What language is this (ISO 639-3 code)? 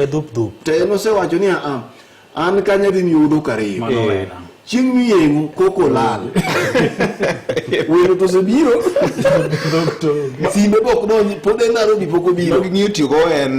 luo